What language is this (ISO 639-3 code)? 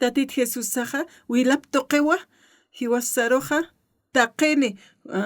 aym